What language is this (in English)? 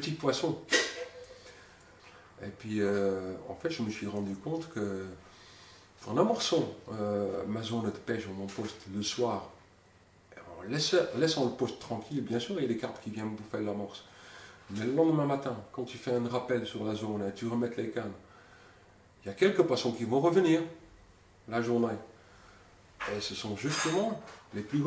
French